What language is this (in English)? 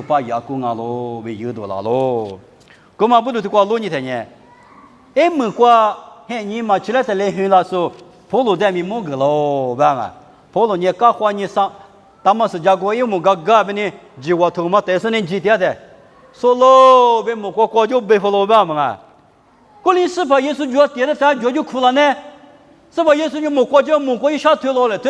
Lisu